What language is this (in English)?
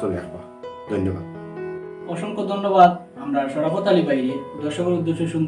Sylheti